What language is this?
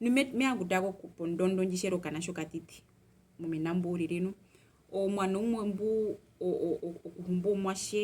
Herero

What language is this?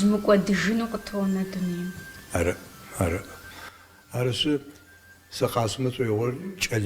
Kabardian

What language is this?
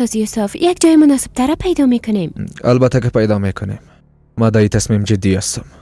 Persian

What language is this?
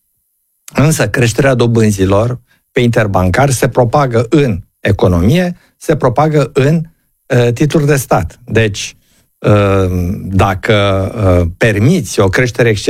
Romanian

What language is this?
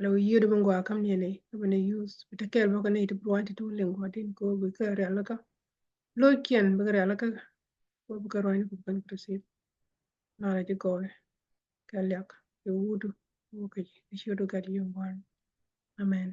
Nuer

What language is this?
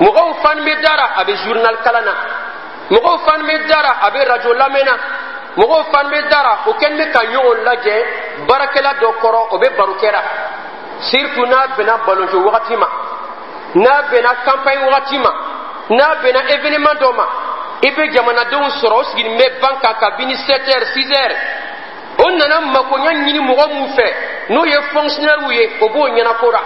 Dyula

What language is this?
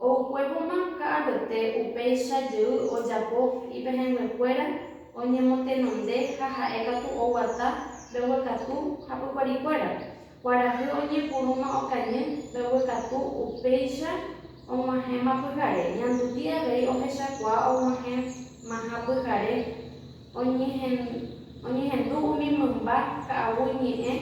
Guarani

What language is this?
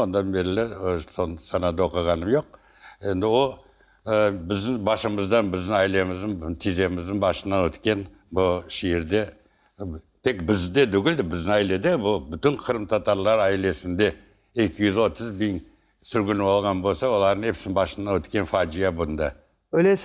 Crimean Tatar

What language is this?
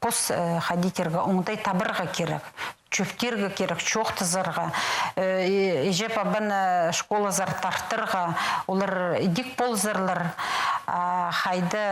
Khakas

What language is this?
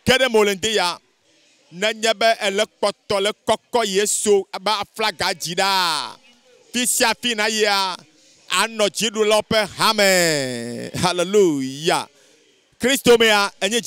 Ewe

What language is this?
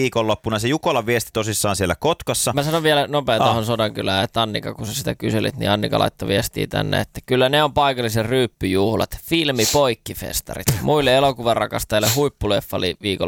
Finnish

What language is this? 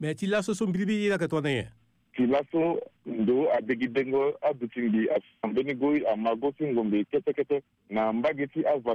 Sango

